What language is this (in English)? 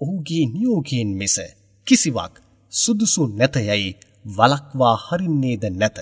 Sinhala